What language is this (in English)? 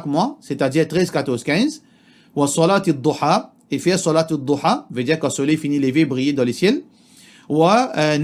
Morisyen